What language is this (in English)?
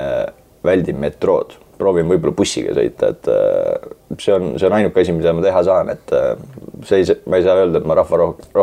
Estonian